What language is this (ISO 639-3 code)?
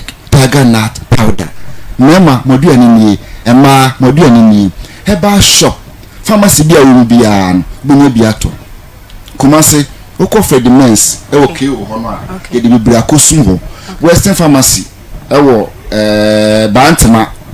aka